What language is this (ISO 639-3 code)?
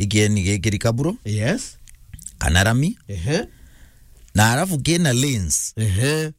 mer